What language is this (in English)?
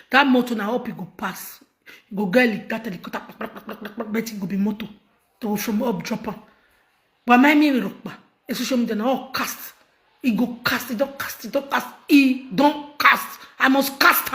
Nigerian Pidgin